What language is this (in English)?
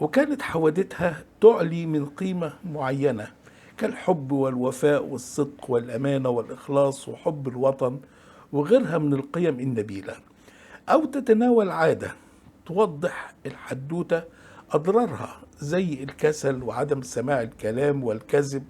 Egyptian Arabic